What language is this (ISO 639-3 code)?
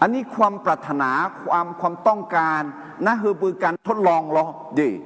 ahk